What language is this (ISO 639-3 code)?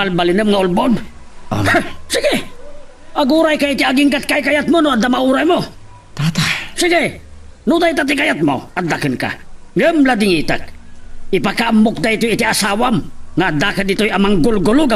ilo